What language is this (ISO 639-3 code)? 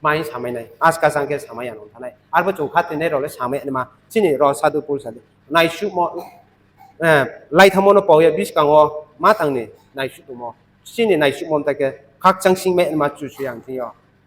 ria